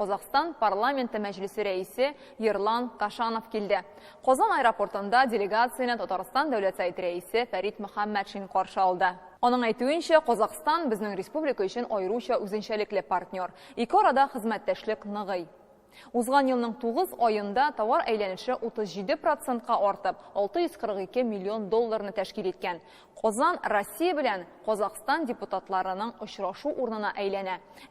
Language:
Tatar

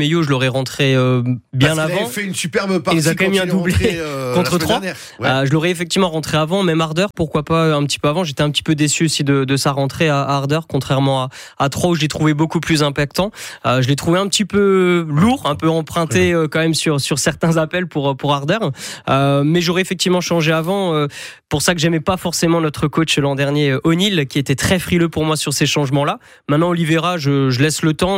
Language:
French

